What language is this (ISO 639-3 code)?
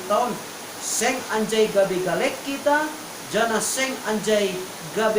bts